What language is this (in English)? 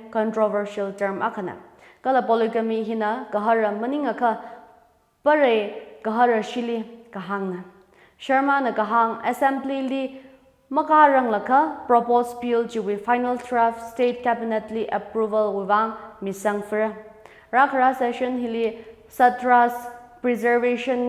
Tangkhul Naga (India)